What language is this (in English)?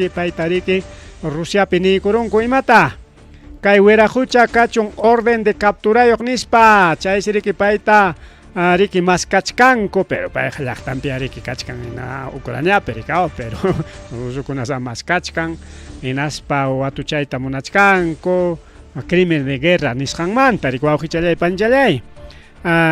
Ayacucho Quechua